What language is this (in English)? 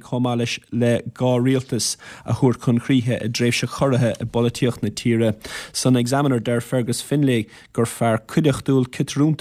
Irish